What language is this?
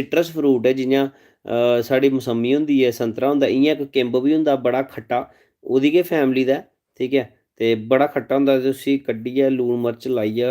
Dogri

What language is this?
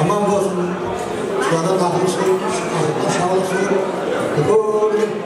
Kara-Kalpak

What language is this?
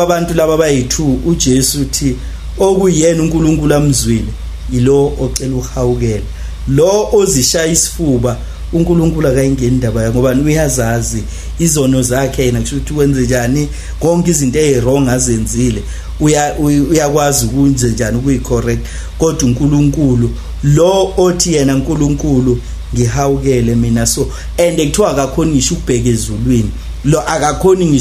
Zulu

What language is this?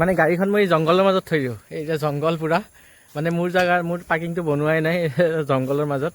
Assamese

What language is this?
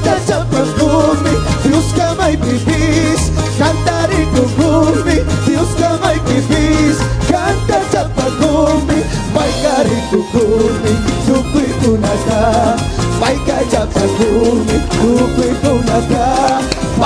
Chimborazo Highland Quichua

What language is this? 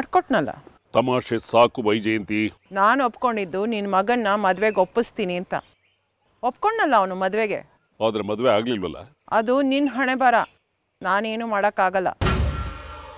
Kannada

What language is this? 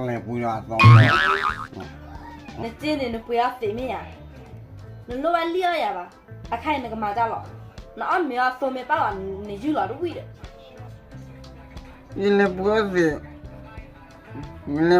S'gaw Karen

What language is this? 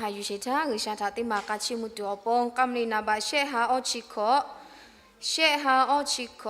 Lahu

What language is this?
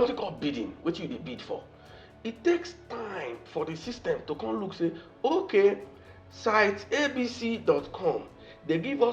Nigerian Pidgin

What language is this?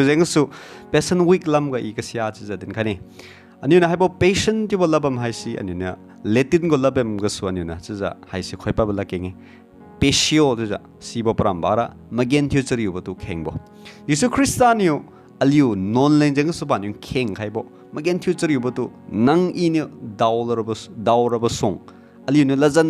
Liangmai Naga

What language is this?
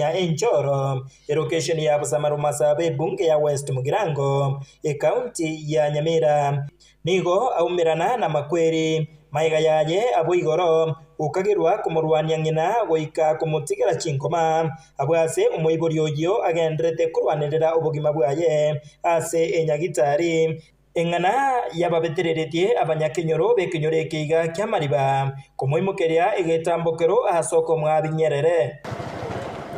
Gusii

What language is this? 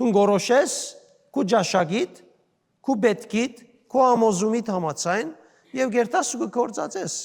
Western Armenian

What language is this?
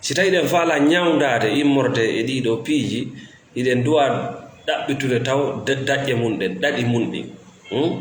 Fula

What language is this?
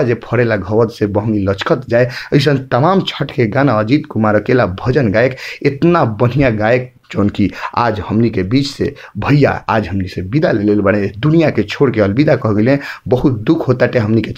Bhojpuri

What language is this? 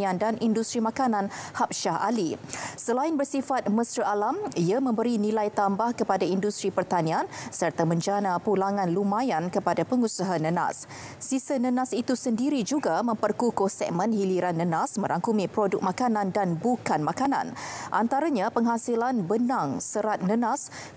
Malay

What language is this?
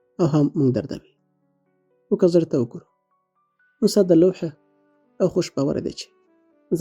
Pashto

